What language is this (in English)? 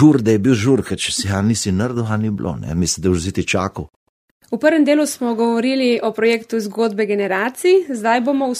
Slovenian